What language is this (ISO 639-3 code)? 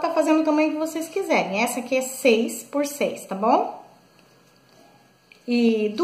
por